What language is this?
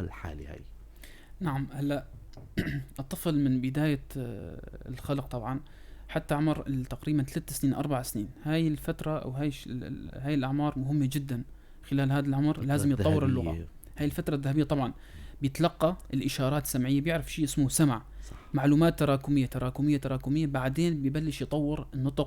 North Levantine Arabic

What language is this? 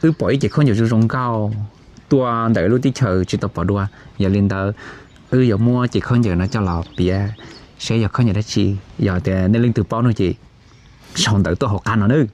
Hmong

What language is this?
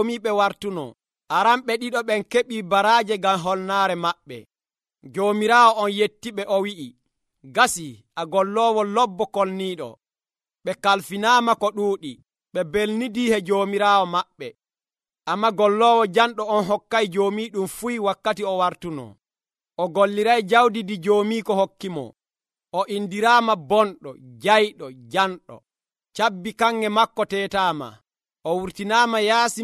Nigerian Fulfulde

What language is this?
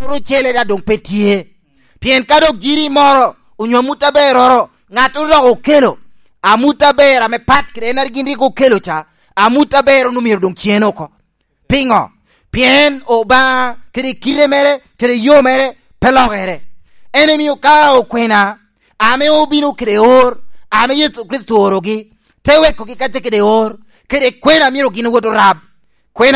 Lango (Uganda)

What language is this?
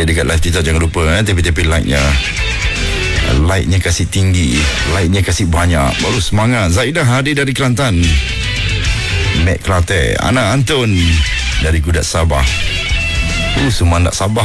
Malay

